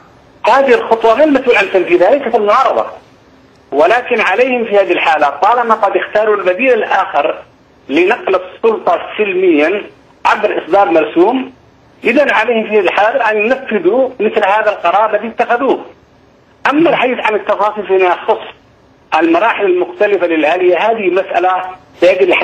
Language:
Arabic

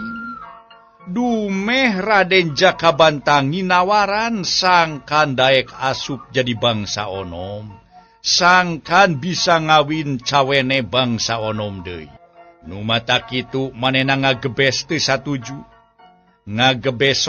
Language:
Sundanese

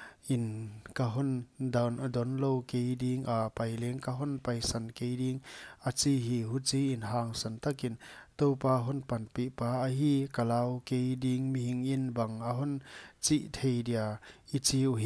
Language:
Paite Chin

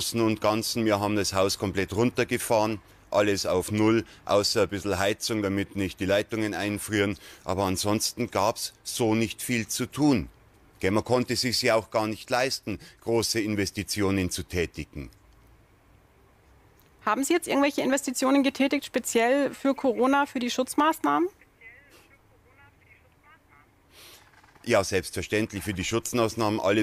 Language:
German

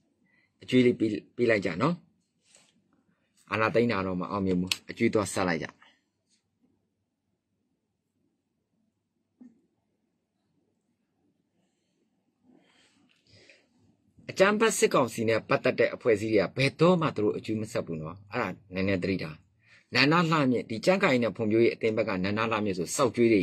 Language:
Burmese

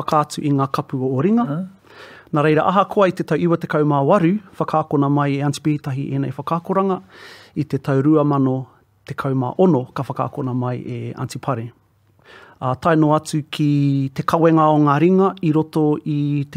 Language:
Māori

